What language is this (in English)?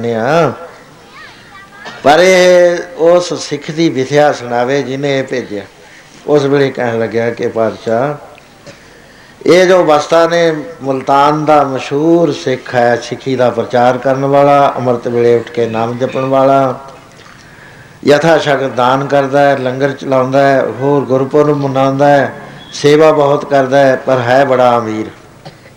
Punjabi